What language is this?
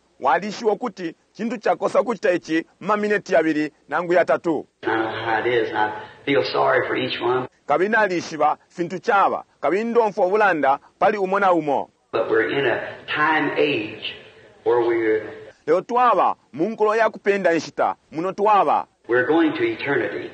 Bemba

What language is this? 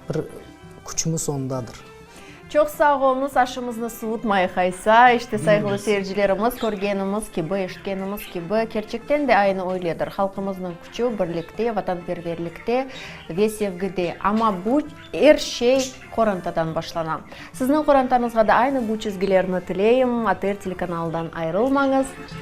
Crimean Tatar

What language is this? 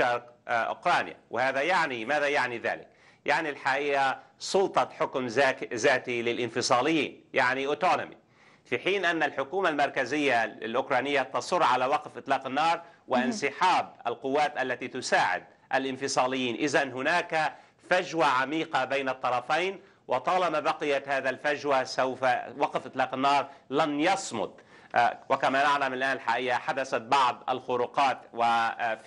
Arabic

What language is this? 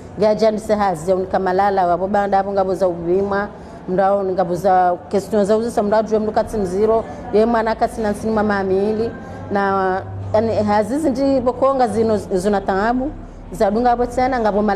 Ngazidja Comorian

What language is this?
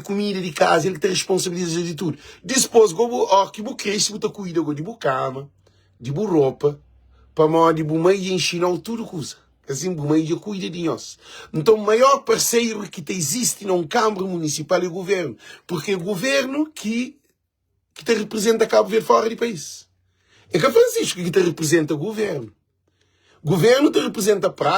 Kabuverdianu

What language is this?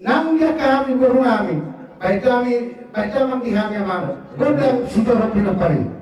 Batak Toba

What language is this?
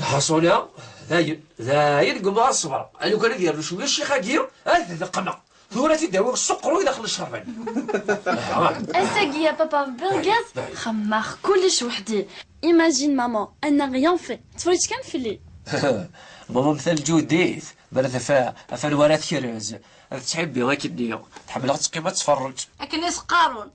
Kabyle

